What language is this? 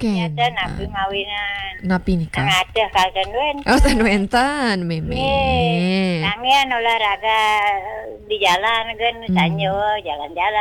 Balinese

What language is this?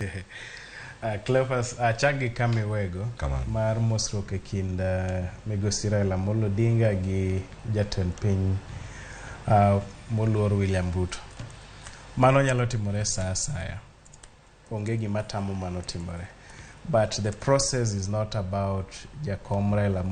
Luo (Kenya and Tanzania)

